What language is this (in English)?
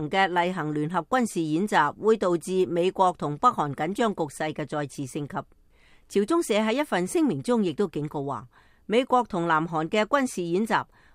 Cantonese